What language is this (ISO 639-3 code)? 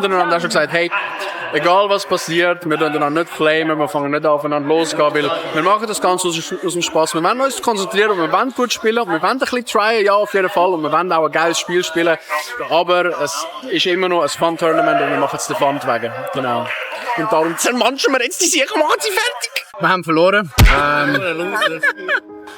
gsw